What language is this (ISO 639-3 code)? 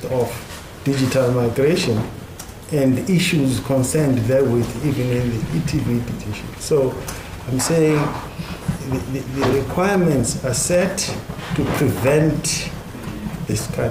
sot